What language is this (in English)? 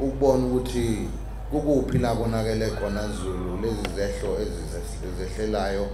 Zulu